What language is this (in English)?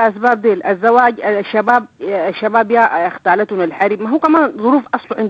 Sudanese Arabic